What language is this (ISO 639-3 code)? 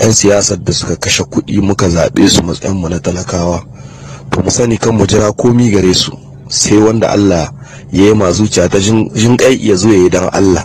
hau